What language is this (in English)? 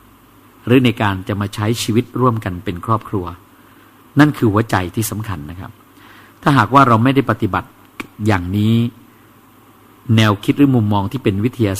Thai